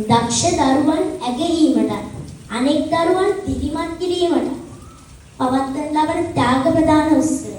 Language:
Sinhala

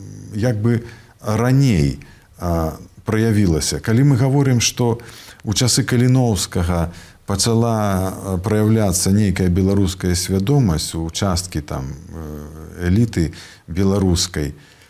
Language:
Belarusian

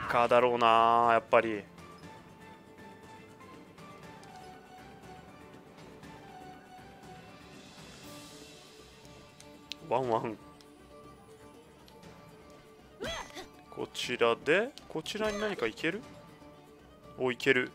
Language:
Japanese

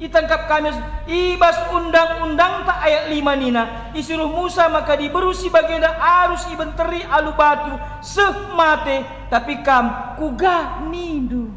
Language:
Batak Karo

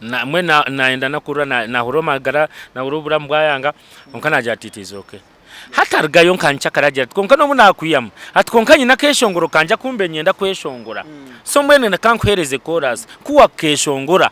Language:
Nyankole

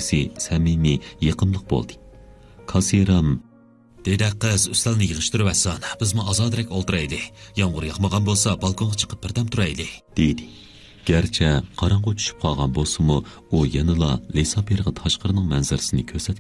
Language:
Uyghur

